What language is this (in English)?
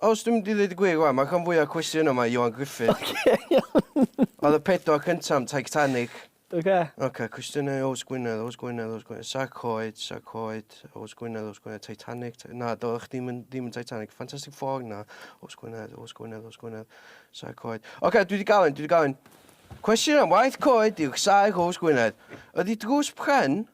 Welsh